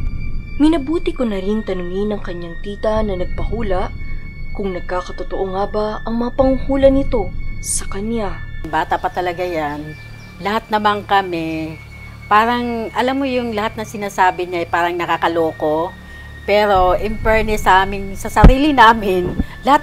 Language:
Filipino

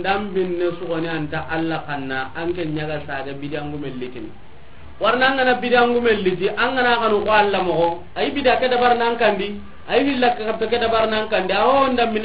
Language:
Soninke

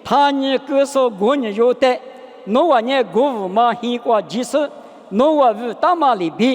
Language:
Lisu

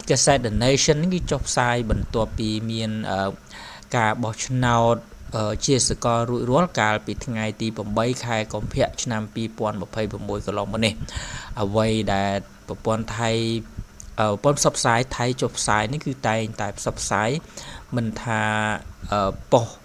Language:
Khmer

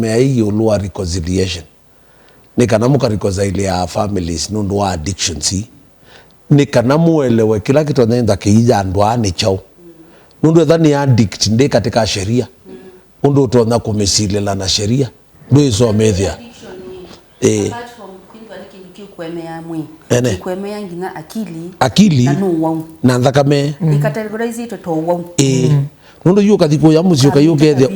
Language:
Kamba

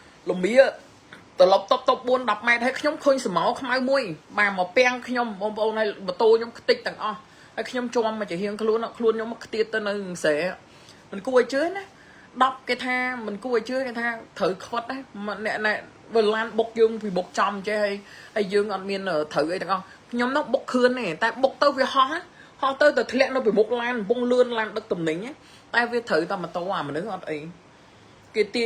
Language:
Khmer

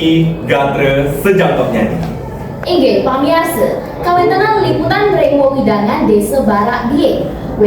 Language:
Balinese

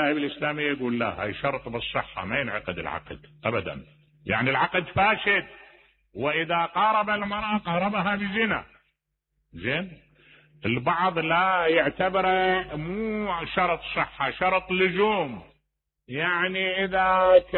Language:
Mesopotamian Arabic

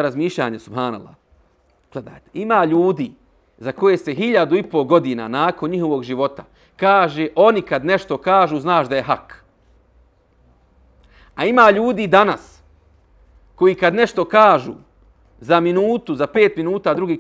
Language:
Bosnian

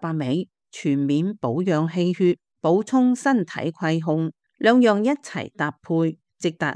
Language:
Cantonese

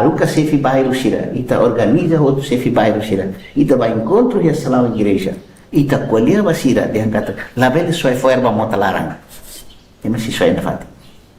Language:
Tetum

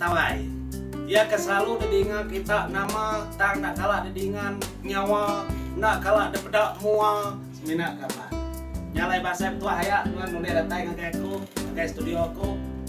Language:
Iban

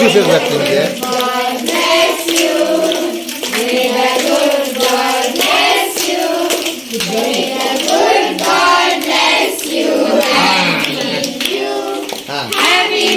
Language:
Tulu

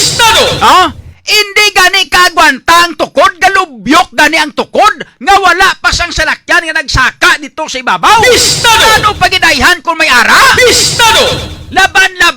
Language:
Hiligaynon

